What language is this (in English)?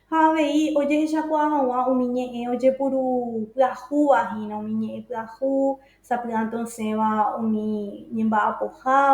Guarani